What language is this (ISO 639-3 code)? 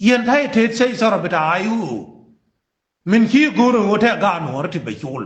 nus